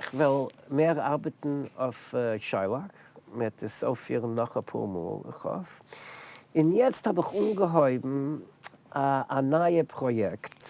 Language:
Yiddish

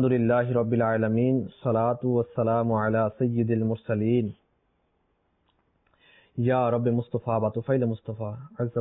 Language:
Bangla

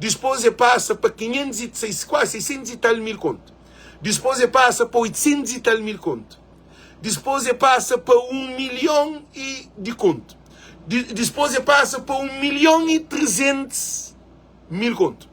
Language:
Kabuverdianu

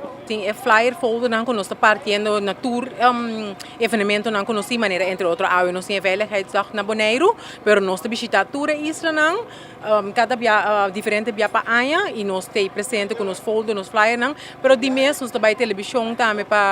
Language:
Papiamento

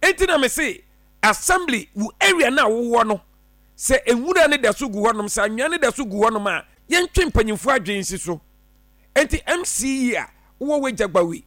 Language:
Akan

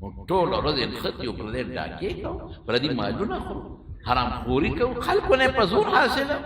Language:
Pashto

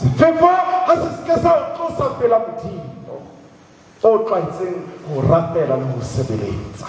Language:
Southern Sotho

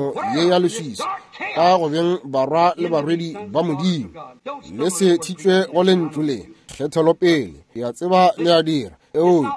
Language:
Northern Sotho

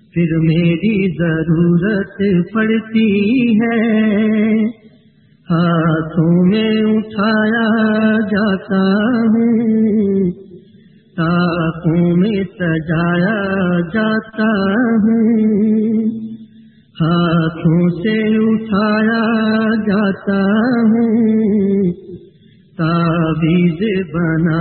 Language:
Urdu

